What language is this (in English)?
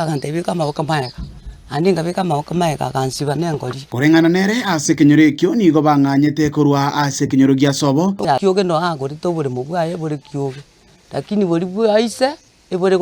Gusii